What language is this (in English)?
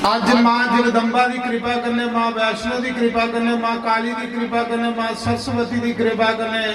Dogri